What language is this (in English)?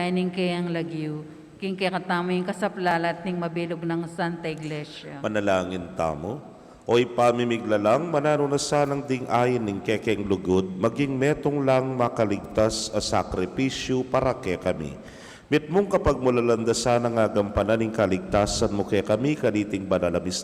Pampanga